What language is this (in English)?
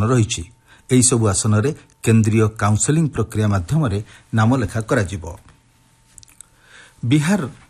Odia